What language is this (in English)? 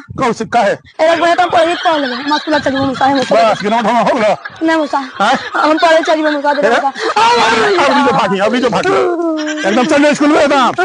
Magahi